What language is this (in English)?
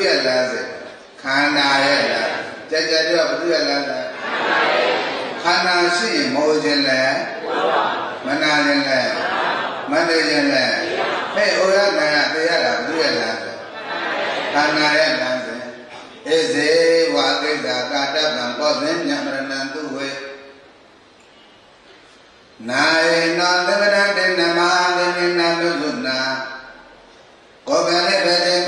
Burmese